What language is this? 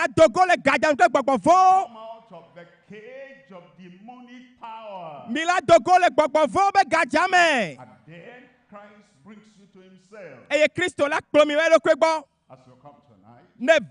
Ewe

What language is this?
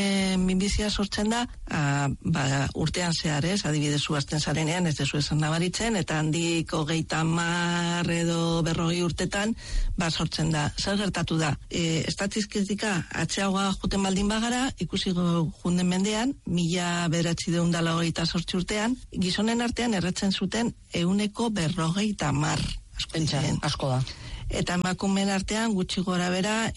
Basque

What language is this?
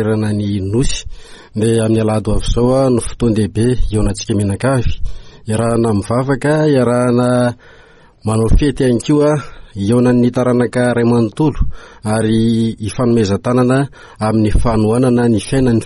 Malagasy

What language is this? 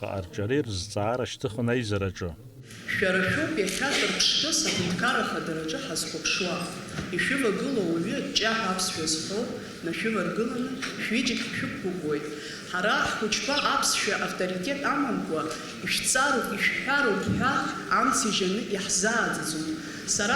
Abkhazian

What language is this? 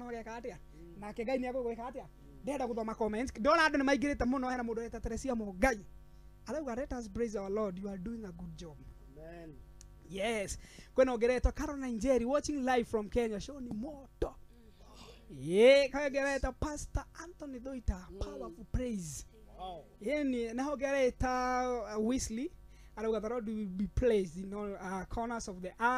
Kikuyu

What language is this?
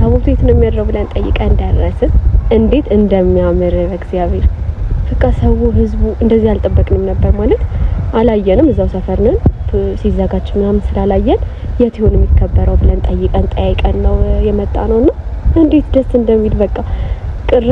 Amharic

